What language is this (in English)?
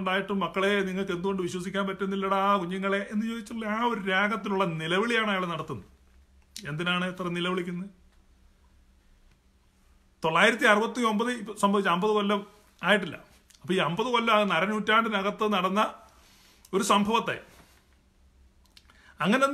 Malayalam